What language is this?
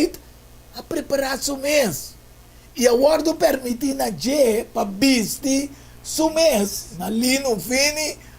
Papiamento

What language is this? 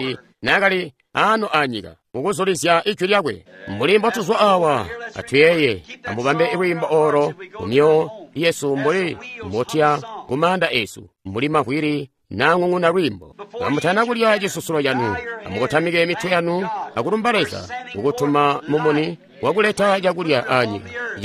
Tonga (Zambia)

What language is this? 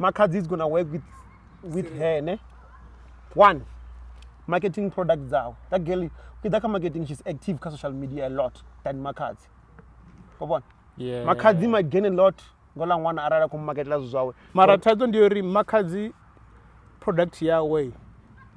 Venda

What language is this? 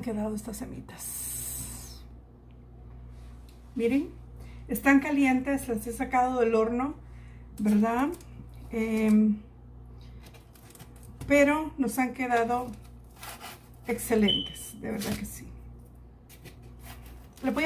Spanish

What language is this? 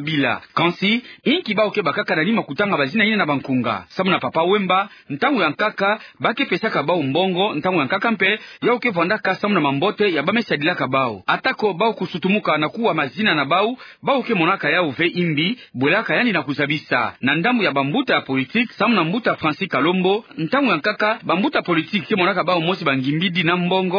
Kituba (Democratic Republic of Congo)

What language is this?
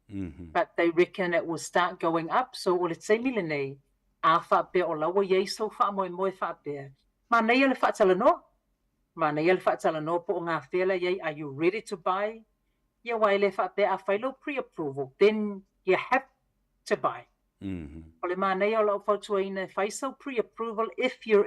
Samoan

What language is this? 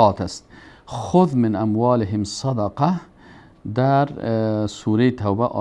Persian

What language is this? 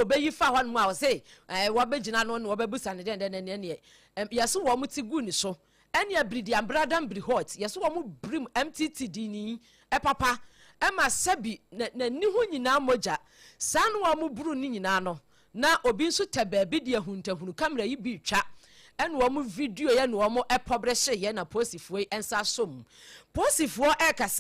Akan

